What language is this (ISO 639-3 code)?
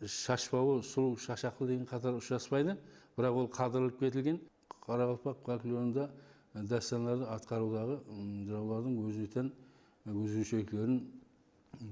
kaa